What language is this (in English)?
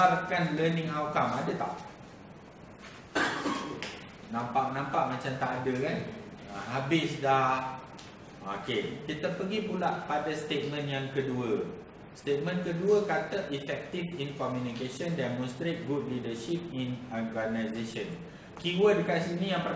Malay